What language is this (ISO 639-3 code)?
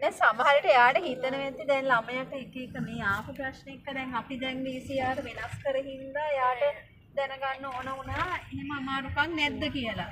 sin